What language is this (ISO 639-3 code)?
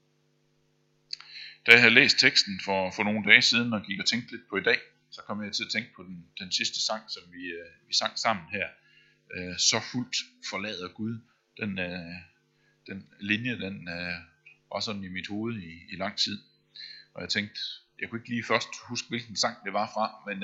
dan